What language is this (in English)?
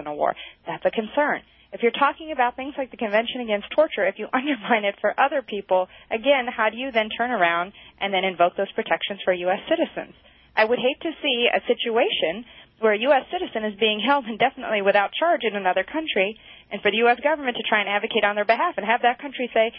English